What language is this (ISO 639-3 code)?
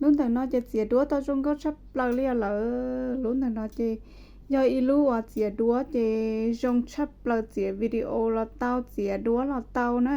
hmn